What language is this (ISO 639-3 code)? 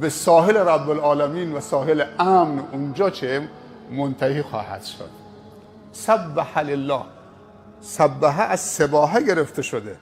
fas